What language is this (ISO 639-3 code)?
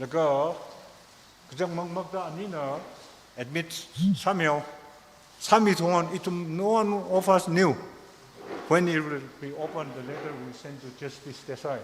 nmf